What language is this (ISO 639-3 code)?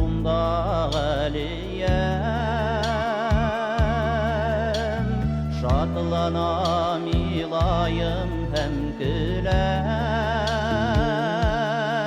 bak